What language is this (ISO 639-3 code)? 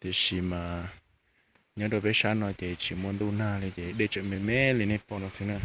hmn